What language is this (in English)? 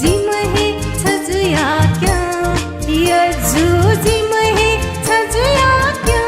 Newari